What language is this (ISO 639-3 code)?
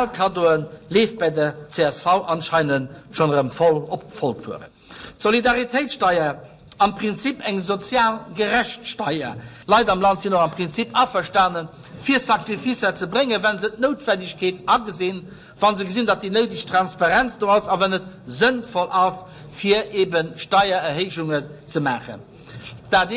ltz